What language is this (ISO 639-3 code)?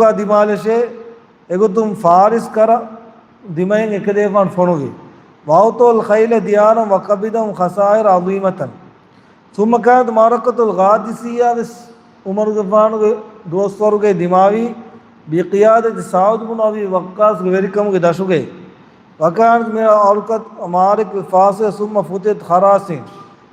div